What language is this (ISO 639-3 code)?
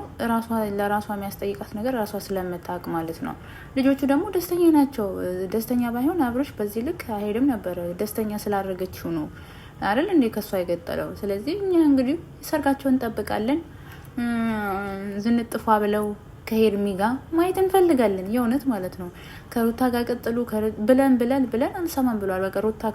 amh